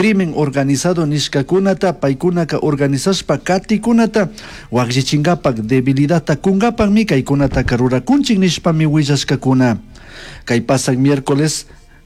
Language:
Chimborazo Highland Quichua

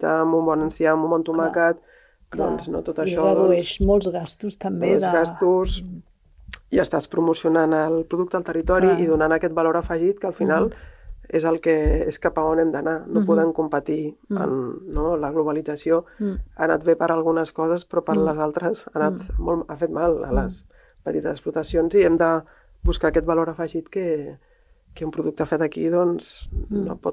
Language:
Catalan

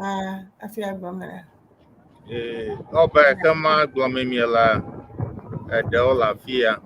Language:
Ewe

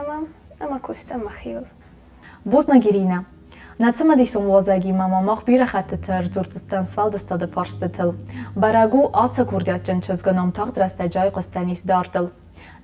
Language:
Ossetic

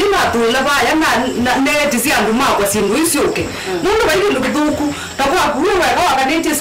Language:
Kamba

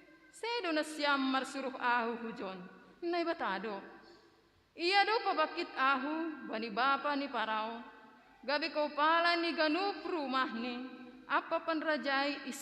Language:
Batak Simalungun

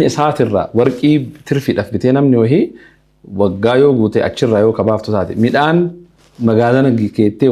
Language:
Oromo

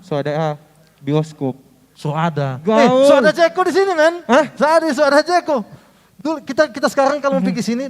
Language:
Manado Malay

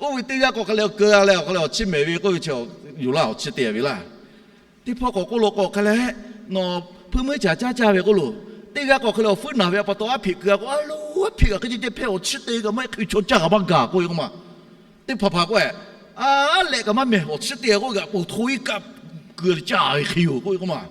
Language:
Lahu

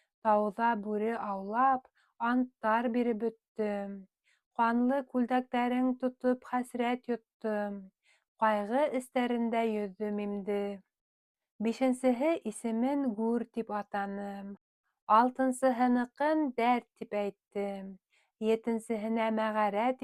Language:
Bashkir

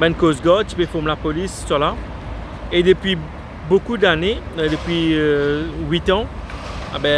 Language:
Morisyen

